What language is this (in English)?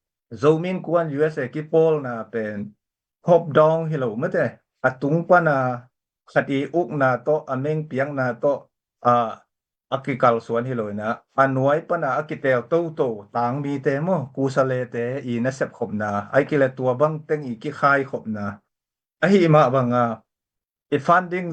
Tedim Chin